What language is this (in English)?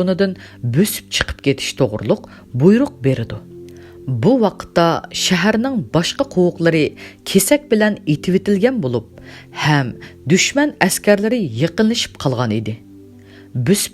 Uyghur